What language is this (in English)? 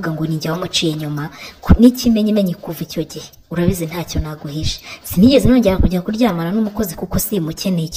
Kinyarwanda